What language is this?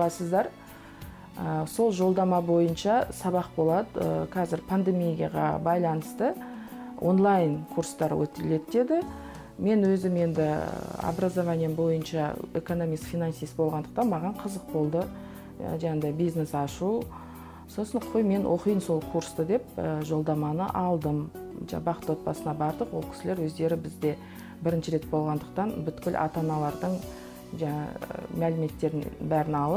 Kazakh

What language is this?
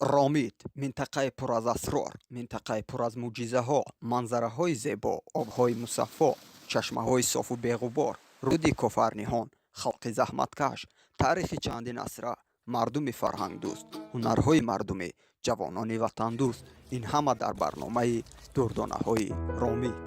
Tajik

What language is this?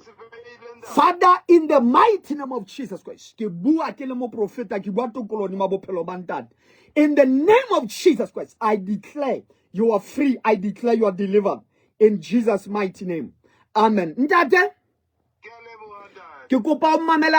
Southern Sotho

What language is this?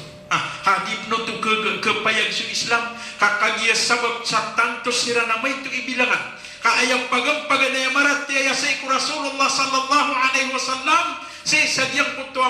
Maranao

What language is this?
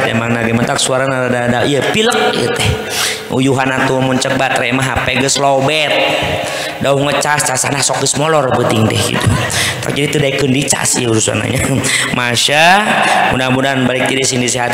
Sundanese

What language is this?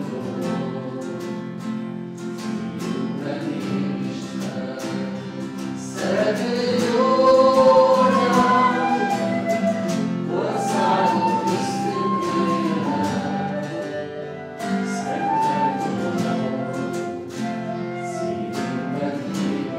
Hungarian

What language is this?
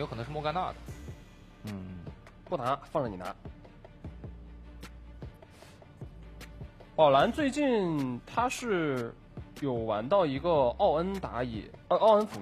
Chinese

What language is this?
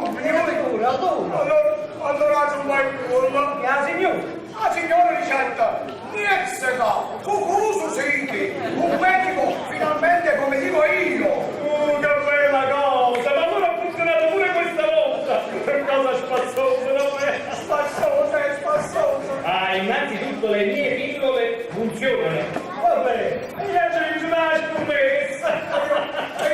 Neapolitan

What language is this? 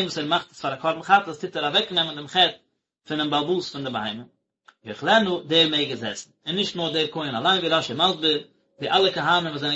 Yiddish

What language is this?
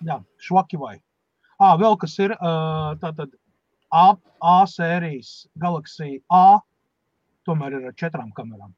Latvian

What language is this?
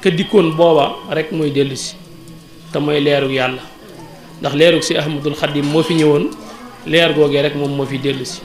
Wolof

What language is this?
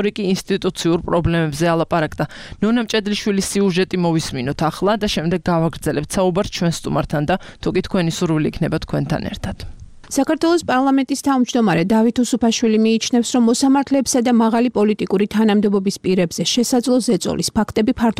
Georgian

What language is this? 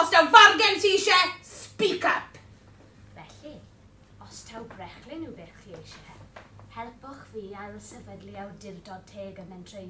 Welsh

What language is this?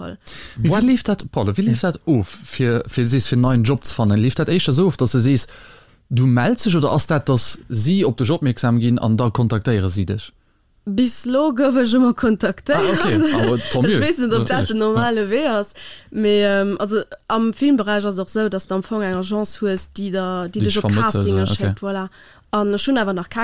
Luxembourgish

